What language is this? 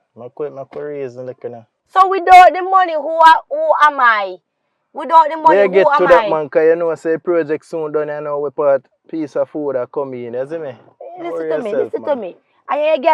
Jamaican Creole English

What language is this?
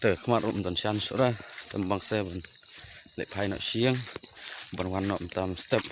Khasi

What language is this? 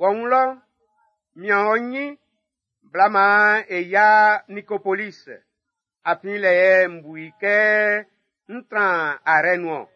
Baoulé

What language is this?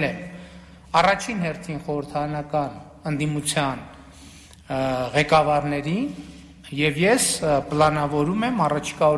Armenian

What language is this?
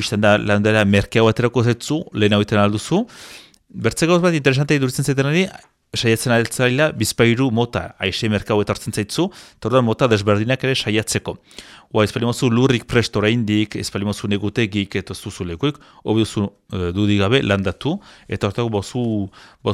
Basque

